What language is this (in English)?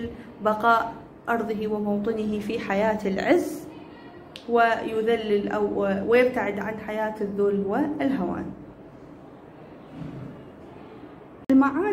Arabic